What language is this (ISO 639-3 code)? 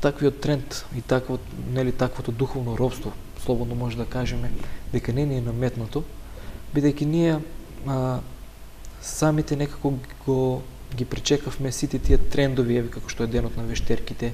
mkd